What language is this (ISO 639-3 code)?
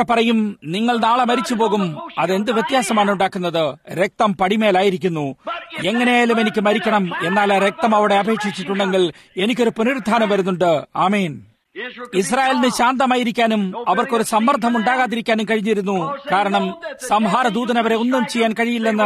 mal